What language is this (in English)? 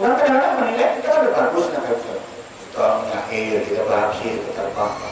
Banjar